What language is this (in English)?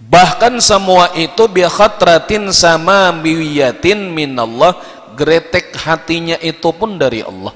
Banjar